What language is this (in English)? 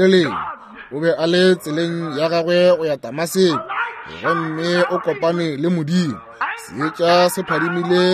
Northern Sotho